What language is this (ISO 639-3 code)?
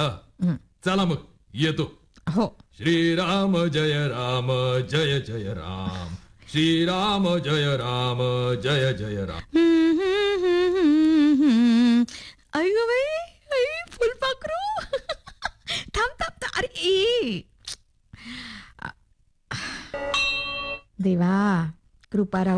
mar